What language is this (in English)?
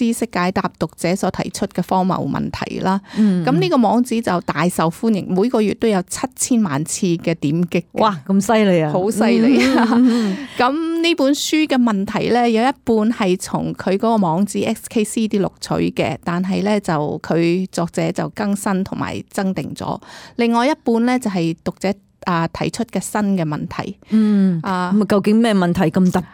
Cantonese